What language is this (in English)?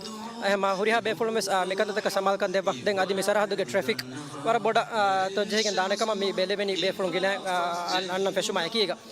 Divehi